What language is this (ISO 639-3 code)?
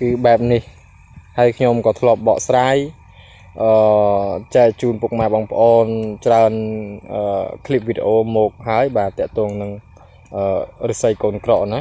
khm